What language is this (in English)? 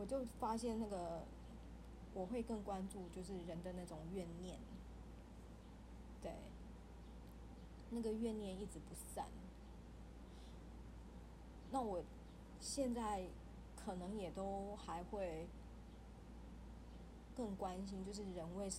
Chinese